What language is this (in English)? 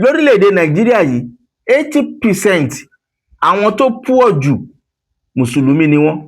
Yoruba